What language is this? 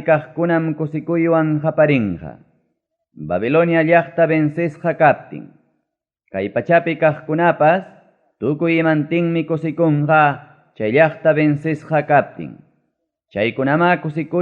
Ayacucho Quechua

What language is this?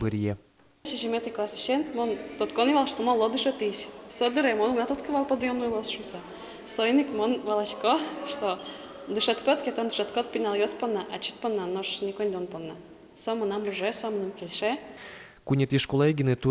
Udmurt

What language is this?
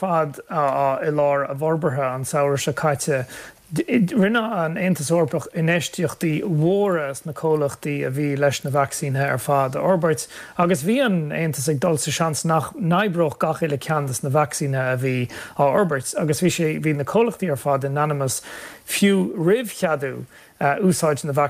Irish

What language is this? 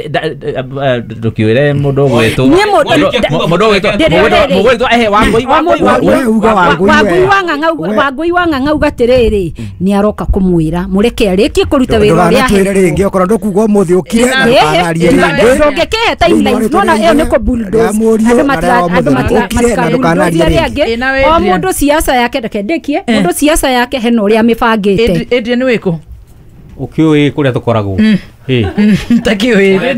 Kikuyu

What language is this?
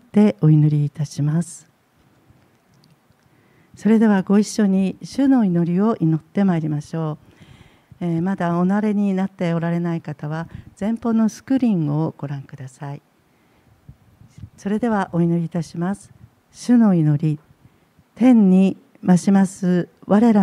Japanese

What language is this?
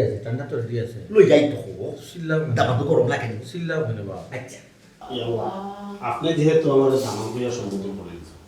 Sylheti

